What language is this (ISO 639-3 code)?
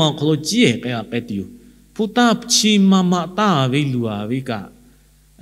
lhu